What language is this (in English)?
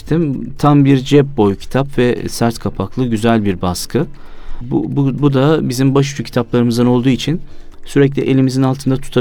Turkish